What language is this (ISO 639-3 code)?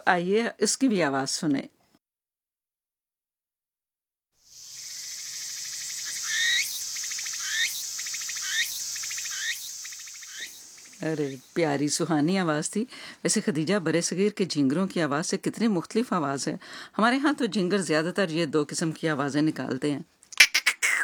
urd